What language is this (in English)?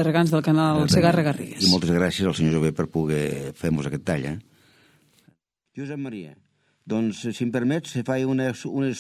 Catalan